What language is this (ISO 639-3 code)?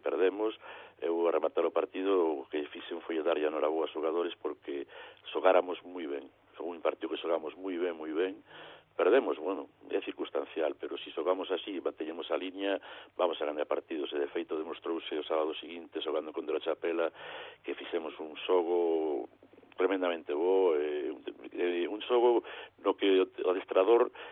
glg